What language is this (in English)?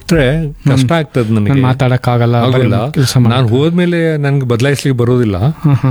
Kannada